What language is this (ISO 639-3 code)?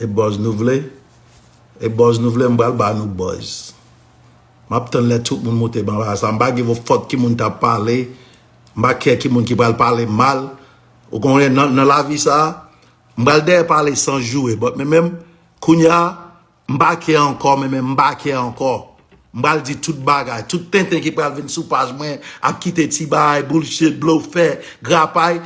hat